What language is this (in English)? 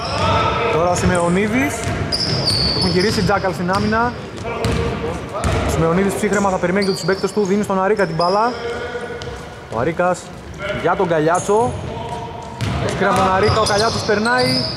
Greek